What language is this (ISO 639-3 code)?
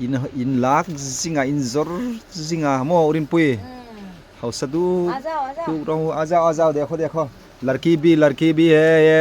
hmr